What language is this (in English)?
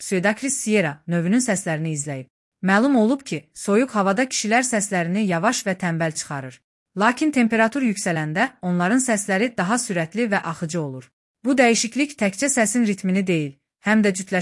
Azerbaijani